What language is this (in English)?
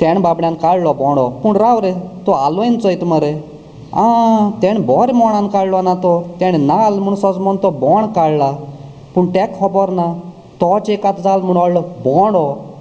Konkani